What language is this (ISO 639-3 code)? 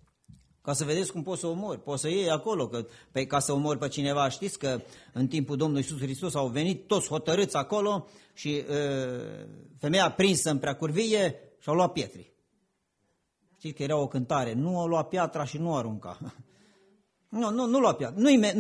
ron